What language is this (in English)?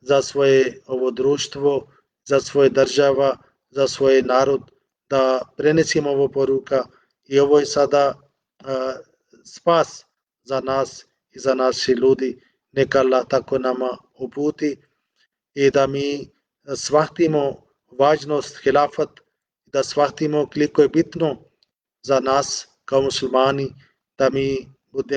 Bosnian